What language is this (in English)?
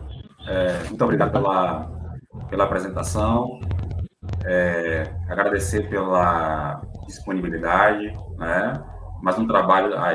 Portuguese